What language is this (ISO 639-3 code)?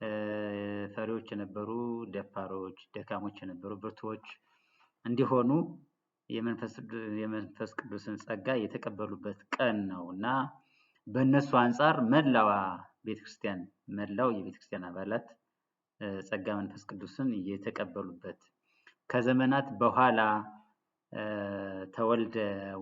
amh